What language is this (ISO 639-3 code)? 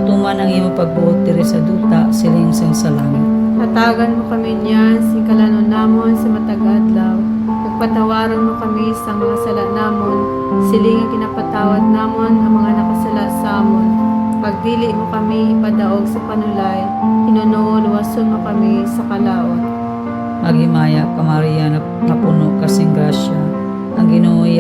hil